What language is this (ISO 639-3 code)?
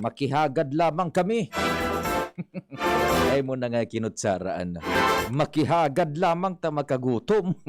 bik